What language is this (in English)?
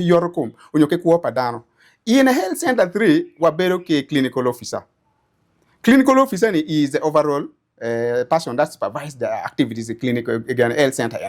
Acoli